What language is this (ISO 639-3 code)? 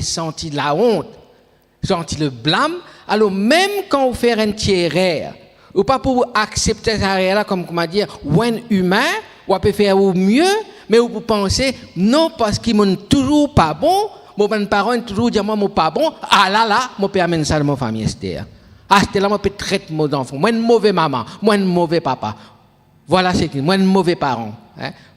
mfe